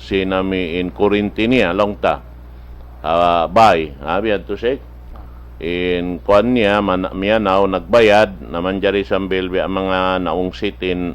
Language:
Tausug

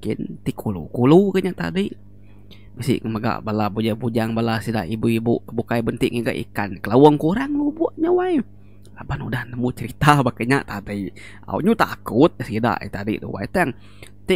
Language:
Iban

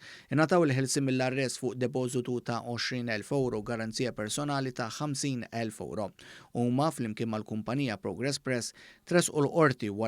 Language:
Maltese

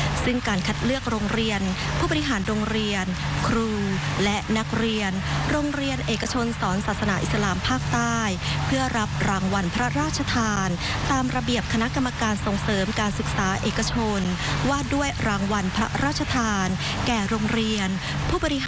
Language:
Thai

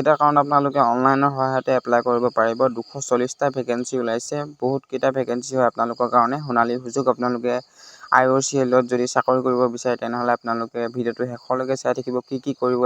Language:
Assamese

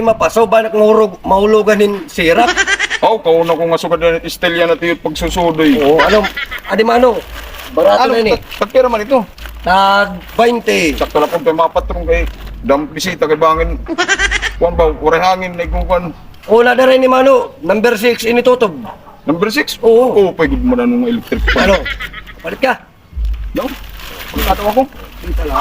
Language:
Waray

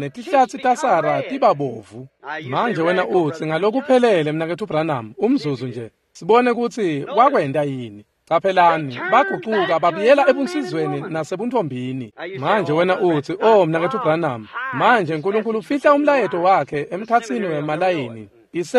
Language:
Swati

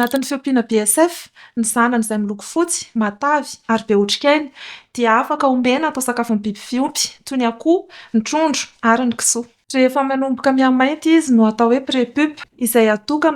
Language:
Malagasy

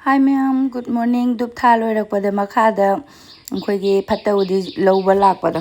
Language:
Manipuri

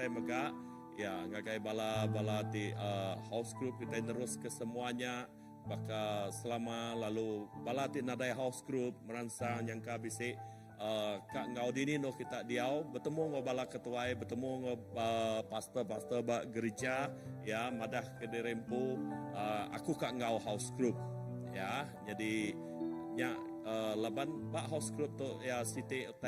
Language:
Iban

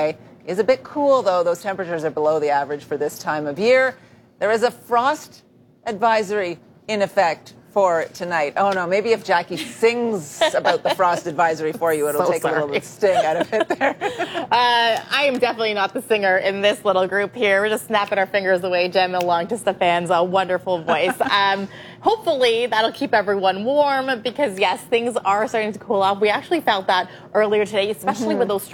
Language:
English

